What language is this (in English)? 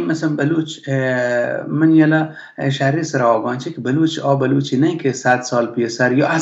Baluchi